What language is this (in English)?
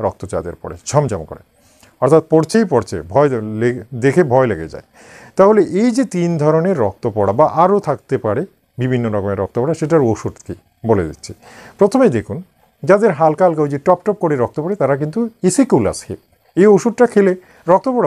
Bangla